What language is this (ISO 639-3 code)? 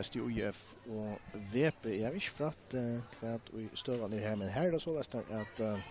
fao